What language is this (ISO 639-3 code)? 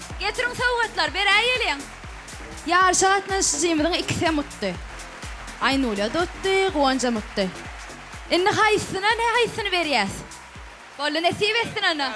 tuk